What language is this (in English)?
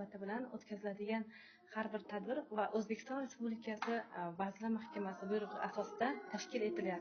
Uzbek